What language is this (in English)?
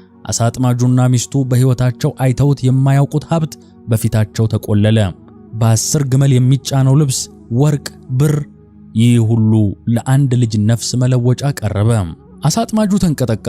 Amharic